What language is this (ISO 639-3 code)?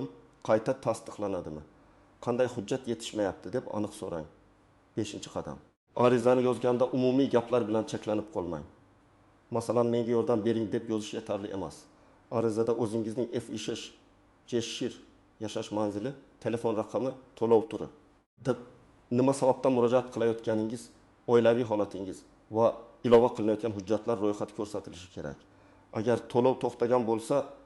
uzb